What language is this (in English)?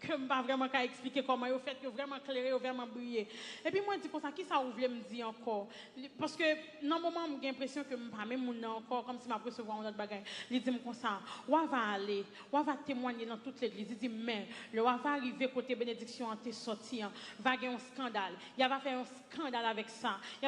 Haitian Creole